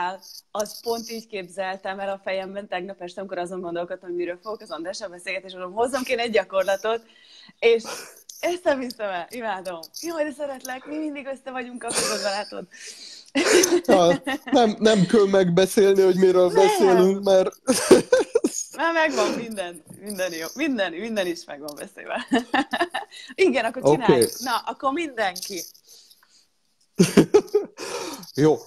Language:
Hungarian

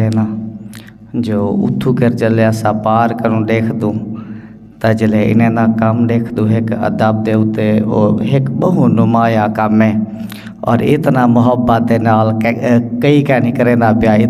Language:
Saraiki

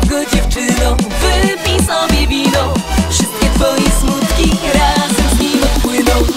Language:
Polish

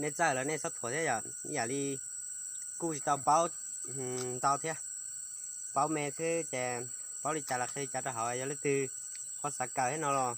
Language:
Hmong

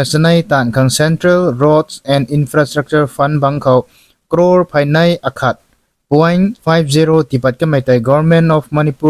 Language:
Rongmei Naga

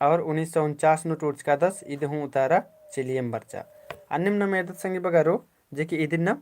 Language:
Kurukh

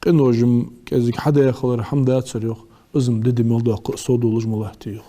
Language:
Ingush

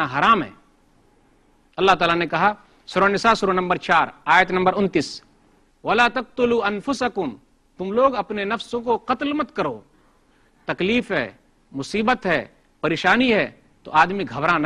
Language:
Urdu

